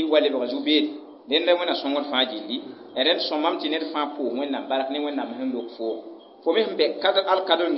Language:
Mossi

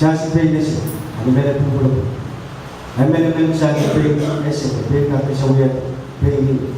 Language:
Pohnpeian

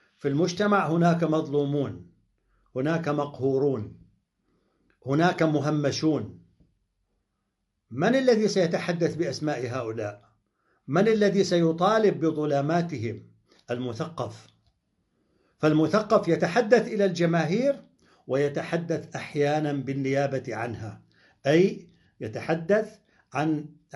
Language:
Arabic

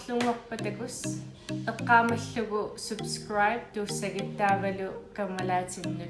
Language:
Kalaallisut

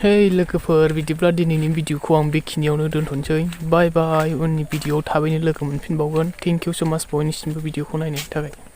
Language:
Bodo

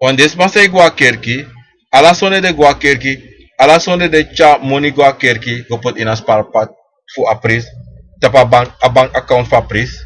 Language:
Sranan Tongo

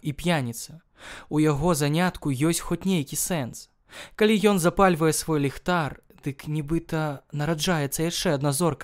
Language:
Belarusian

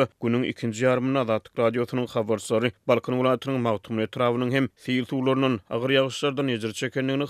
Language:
Turkmen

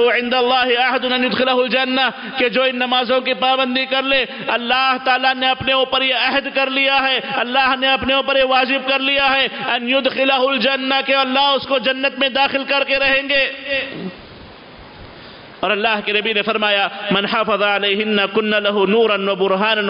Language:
Urdu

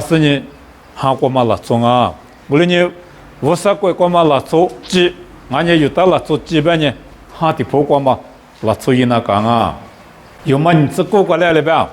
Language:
Lisu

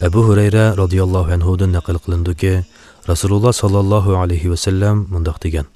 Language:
Uyghur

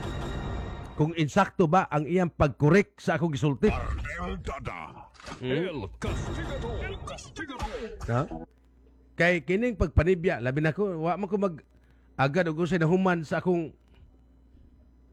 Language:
Cebuano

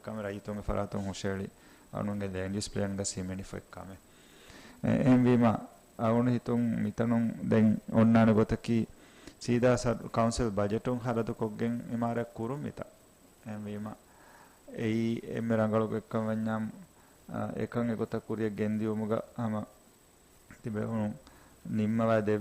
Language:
Divehi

